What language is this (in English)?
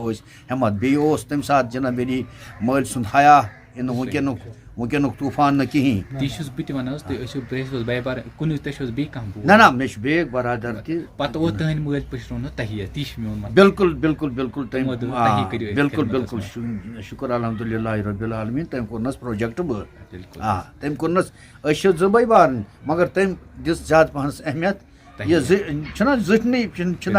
Kashmiri